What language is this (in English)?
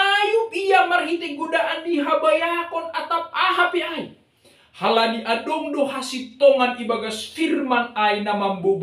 Batak Simalungun